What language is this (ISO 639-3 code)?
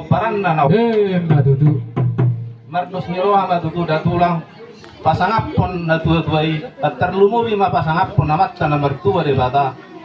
bbc